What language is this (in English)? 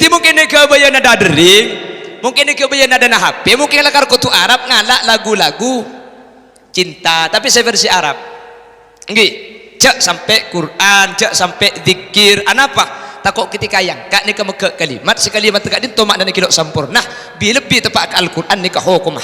Madurese